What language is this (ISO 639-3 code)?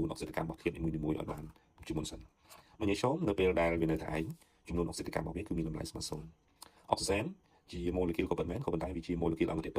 khm